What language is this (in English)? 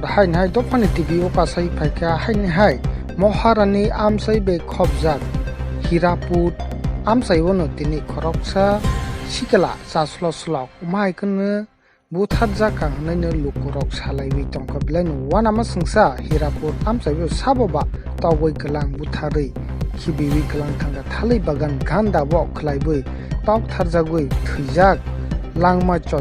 Kok Borok